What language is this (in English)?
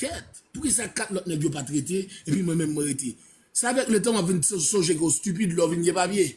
Haitian Creole